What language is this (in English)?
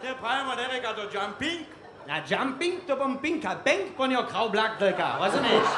Upper Sorbian